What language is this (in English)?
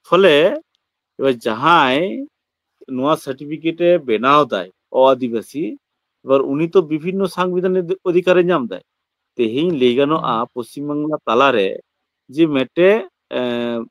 Santali